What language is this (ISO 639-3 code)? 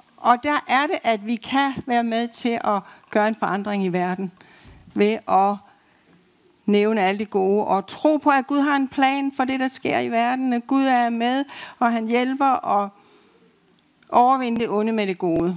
dan